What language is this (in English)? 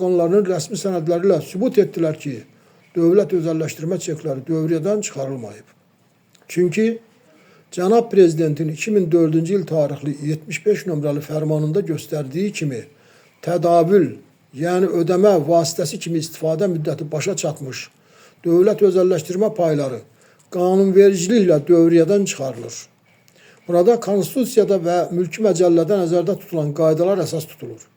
Azerbaijani